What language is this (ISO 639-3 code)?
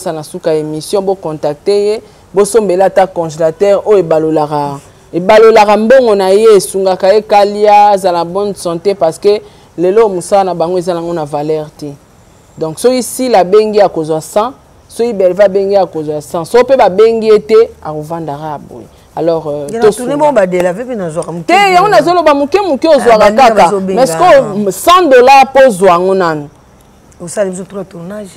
lin